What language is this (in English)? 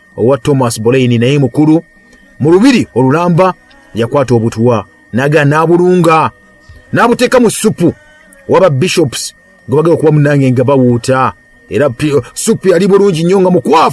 Ganda